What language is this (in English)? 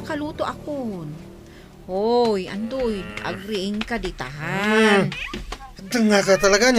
Iloko